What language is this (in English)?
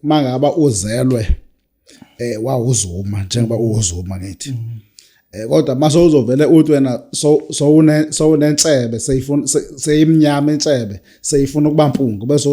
Zulu